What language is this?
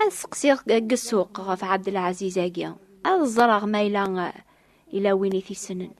Kabyle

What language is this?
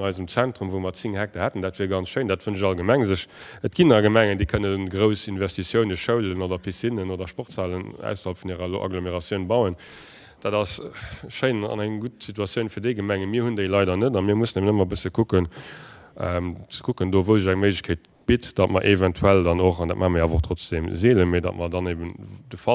Luxembourgish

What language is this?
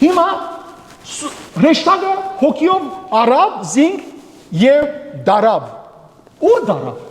Western Armenian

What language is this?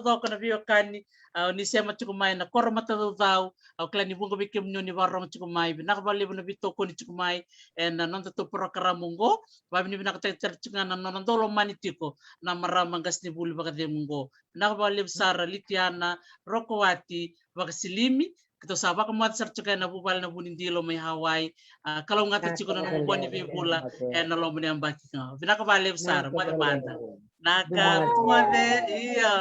Fijian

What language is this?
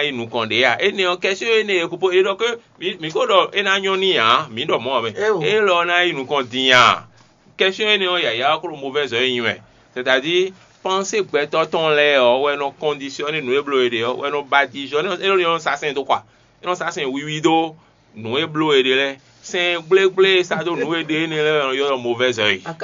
Fon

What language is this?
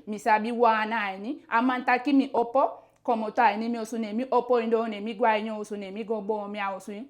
Eastern Maroon Creole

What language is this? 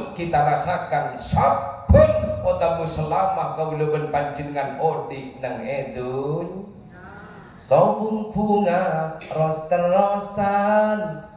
Madurese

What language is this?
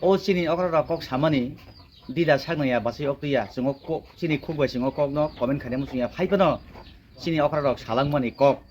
Kok Borok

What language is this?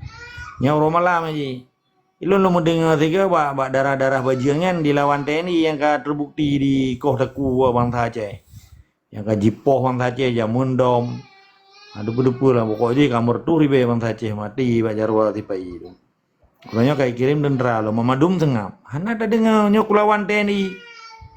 Achinese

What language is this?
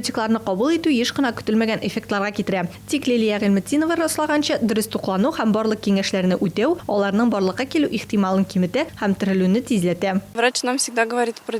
Tatar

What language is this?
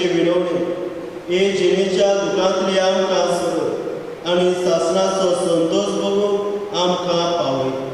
Konkani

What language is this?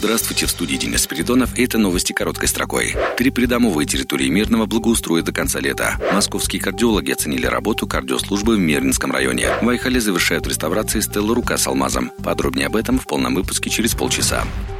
Russian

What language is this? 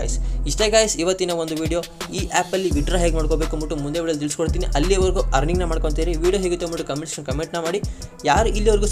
Kannada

